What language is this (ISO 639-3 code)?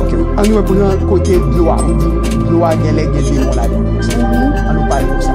hat